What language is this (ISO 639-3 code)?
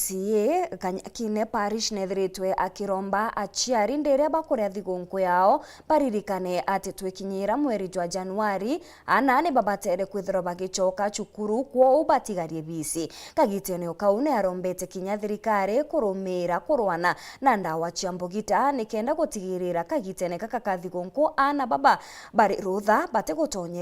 mer